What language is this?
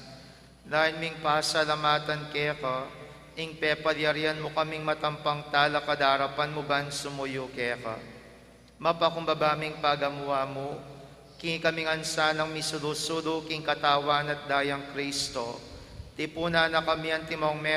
Pampanga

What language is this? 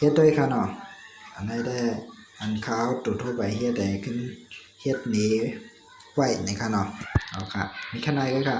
Shan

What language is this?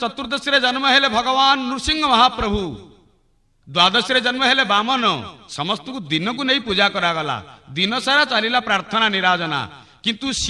Odia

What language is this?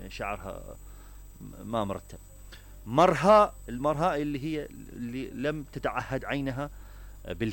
Mesopotamian Arabic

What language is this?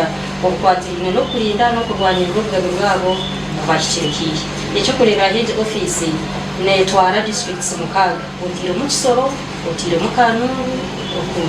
Nyankole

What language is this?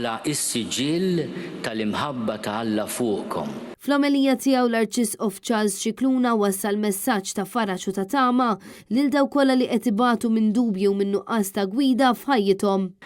Maltese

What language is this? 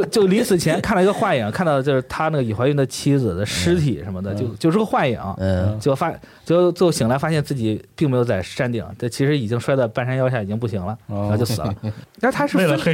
Chinese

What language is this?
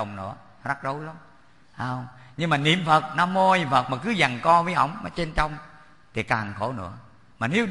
Vietnamese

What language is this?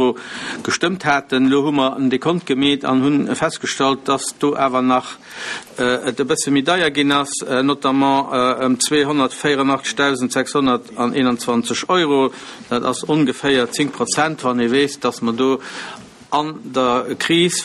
Luxembourgish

